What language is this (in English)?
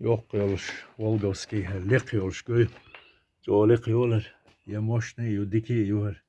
Chechen